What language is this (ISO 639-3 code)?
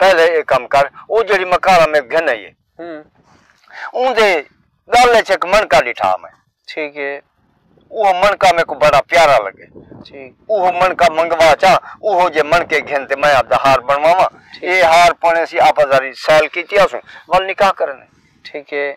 skr